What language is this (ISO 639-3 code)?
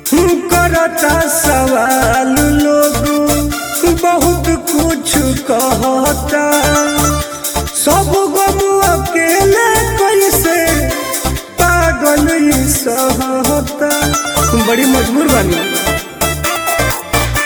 bho